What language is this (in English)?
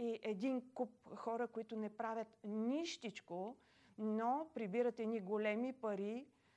Bulgarian